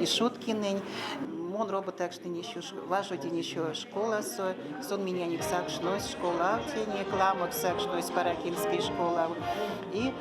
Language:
Erzya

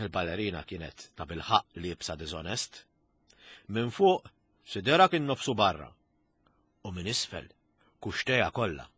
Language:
Maltese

